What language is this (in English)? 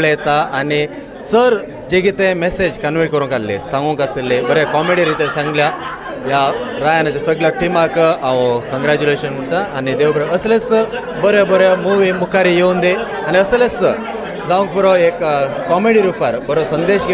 Konkani